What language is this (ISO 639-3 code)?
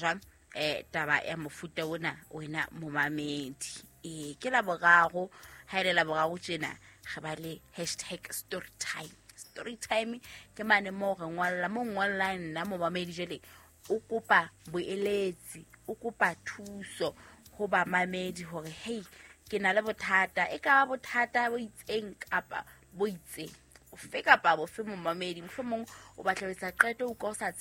sot